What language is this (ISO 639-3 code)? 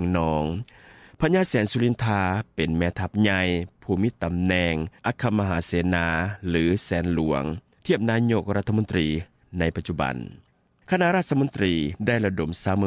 lao